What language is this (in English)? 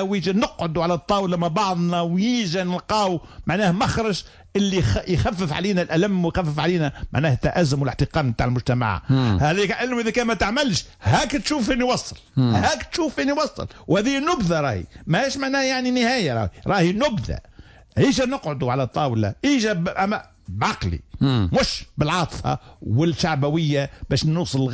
Tunisian Arabic